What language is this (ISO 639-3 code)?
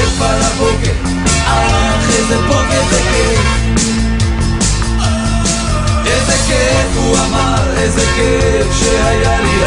heb